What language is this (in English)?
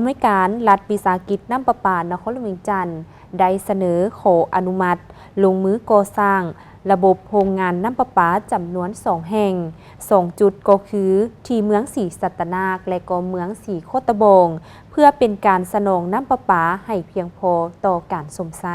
Lao